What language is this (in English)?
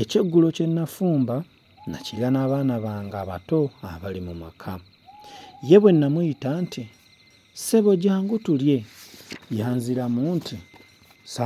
Ganda